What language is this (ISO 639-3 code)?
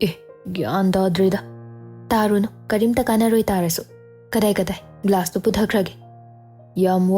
mni